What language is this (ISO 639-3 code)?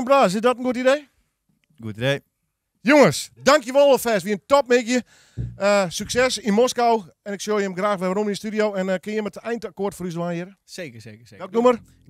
fry